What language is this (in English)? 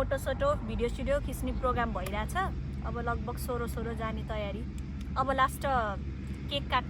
Nepali